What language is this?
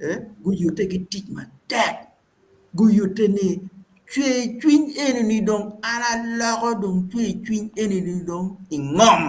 Acoli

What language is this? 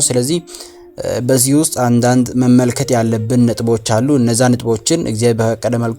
Amharic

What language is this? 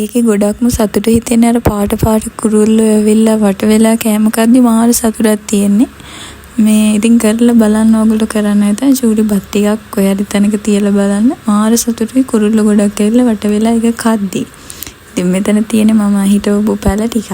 Sinhala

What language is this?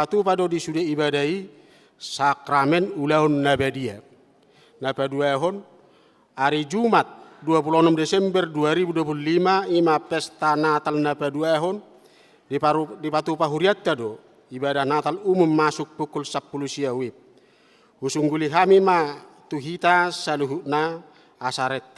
Batak Toba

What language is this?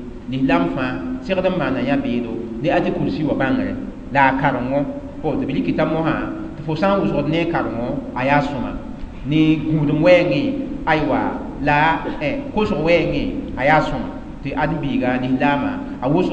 Mossi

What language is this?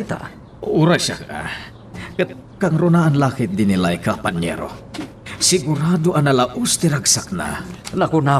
Iloko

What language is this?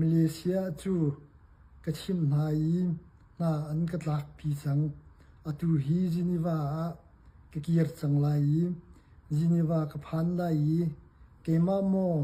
Hakha Chin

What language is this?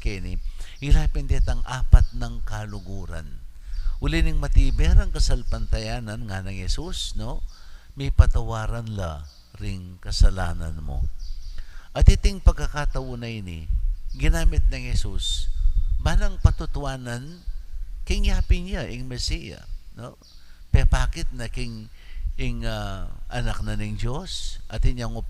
Pampanga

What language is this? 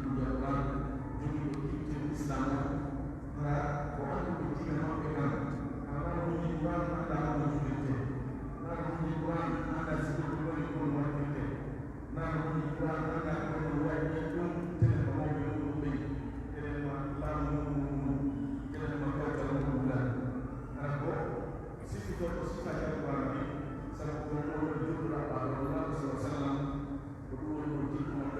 Pular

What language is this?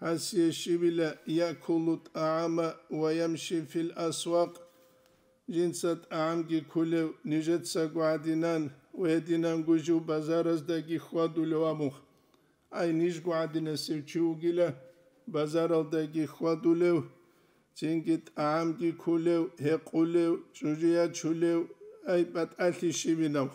Avaric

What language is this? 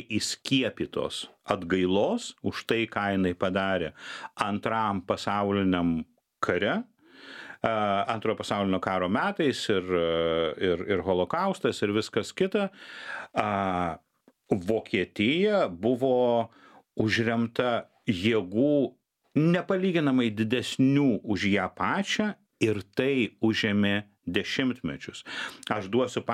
Lithuanian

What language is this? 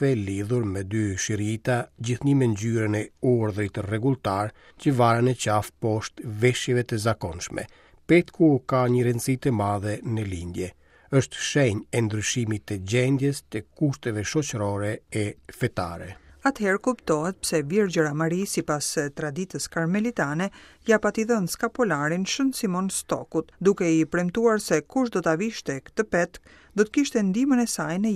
Albanian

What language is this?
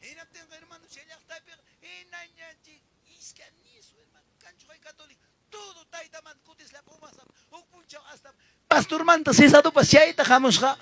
Ayacucho Quechua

